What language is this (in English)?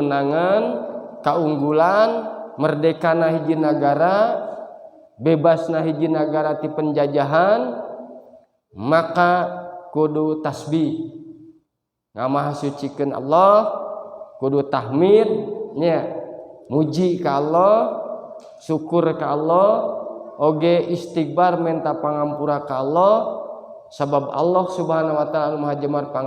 Sundanese